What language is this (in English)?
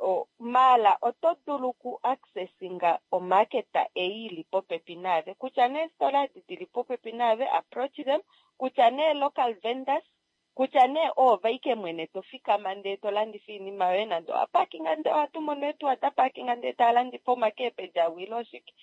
Kuanyama